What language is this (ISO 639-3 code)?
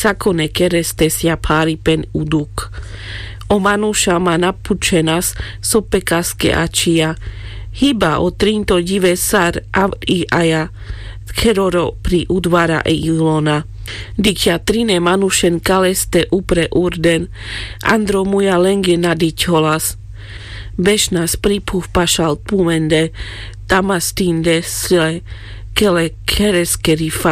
rmc